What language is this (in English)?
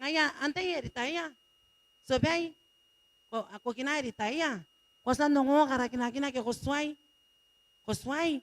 Gilbertese